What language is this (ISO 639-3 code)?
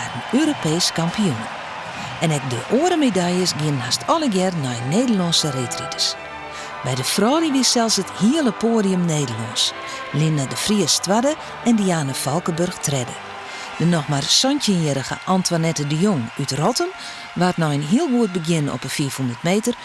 fry